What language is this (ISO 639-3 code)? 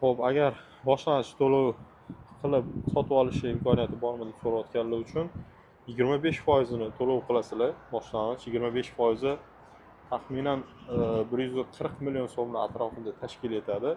uzb